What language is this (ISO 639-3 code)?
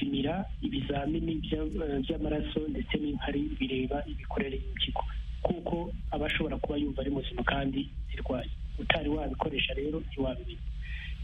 kin